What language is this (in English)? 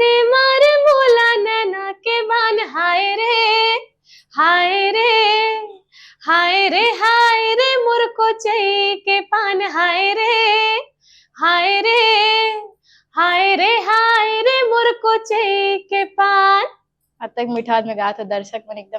Chhattisgarhi